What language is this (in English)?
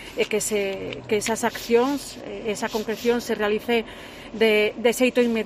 Galician